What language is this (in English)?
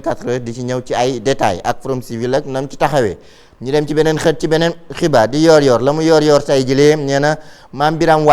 Wolof